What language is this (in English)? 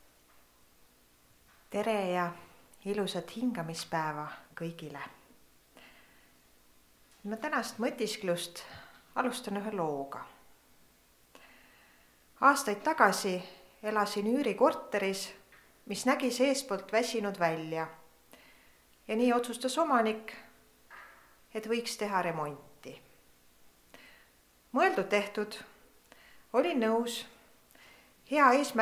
Estonian